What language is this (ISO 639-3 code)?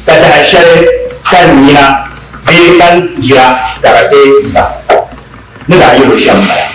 dag